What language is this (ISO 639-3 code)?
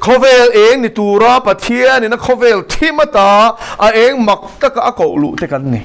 lus